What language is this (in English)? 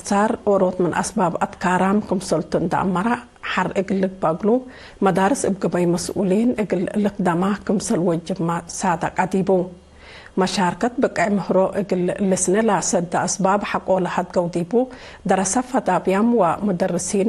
Tigre